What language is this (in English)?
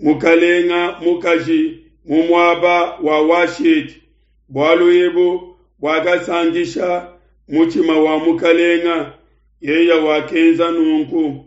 Luba-Lulua